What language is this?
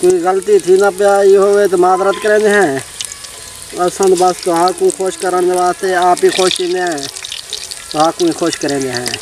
Saraiki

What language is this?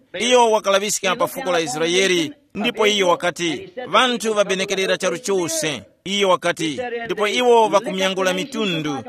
Tumbuka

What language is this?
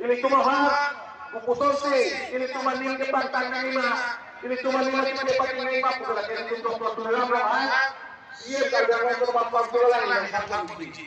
Karbi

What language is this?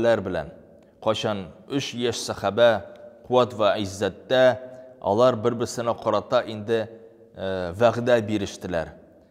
Tatar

